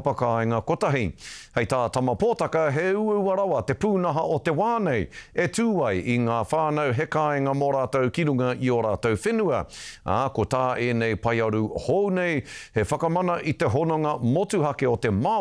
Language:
Māori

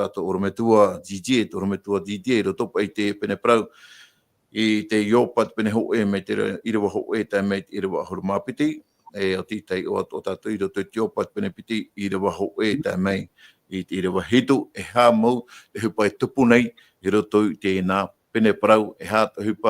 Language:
Tahitian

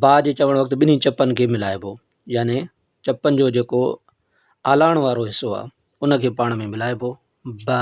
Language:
Sindhi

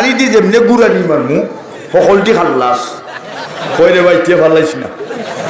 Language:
Sylheti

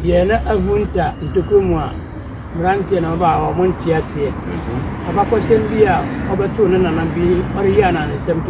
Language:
Akan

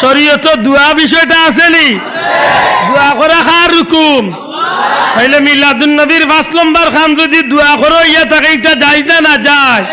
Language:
Sylheti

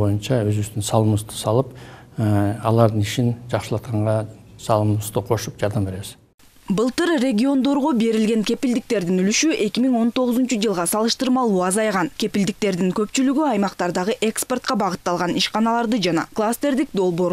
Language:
Kyrgyz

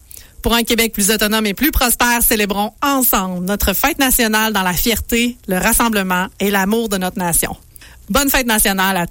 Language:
French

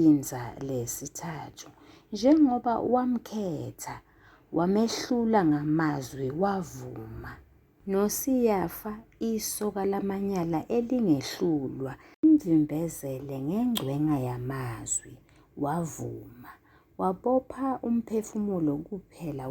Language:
Zulu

